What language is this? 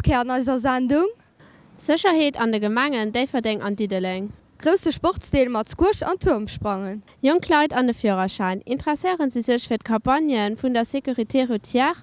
Luxembourgish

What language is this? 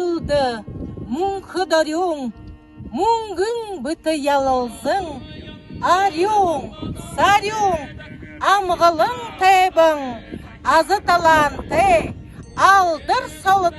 Buriat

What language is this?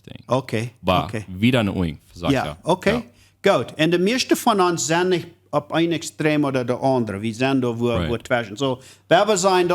Plautdietsch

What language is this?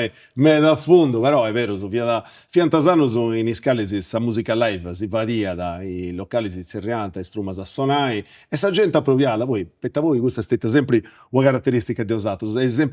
Sardinian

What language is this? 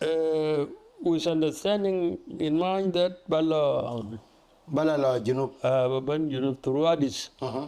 Dinka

